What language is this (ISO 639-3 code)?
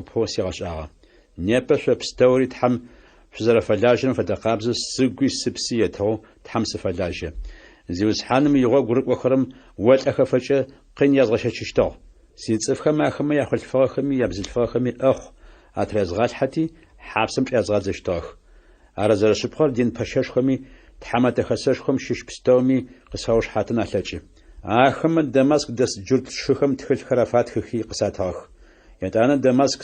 ady